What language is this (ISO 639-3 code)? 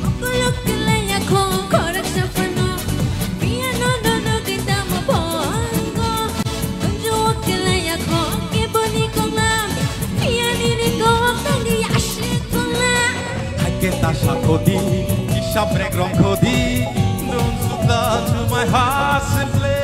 trp